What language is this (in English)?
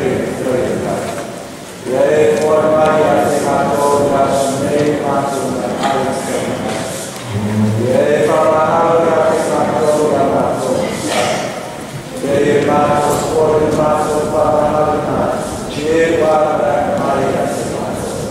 Samoan